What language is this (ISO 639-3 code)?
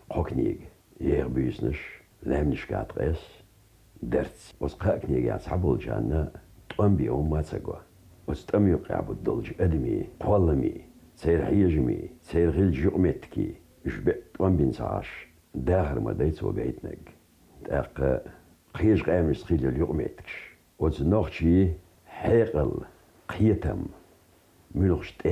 che